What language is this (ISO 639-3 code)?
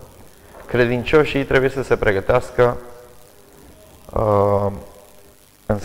ron